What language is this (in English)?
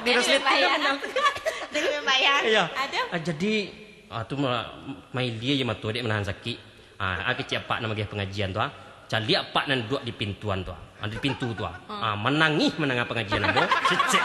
Minangkabau